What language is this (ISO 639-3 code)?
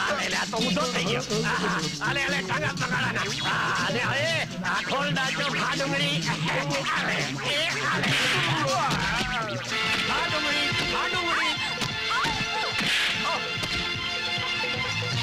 guj